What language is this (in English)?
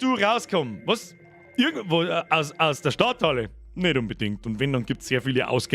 Bavarian